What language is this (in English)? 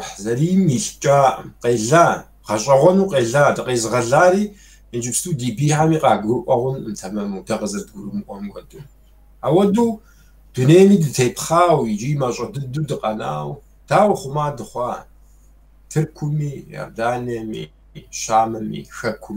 Kabardian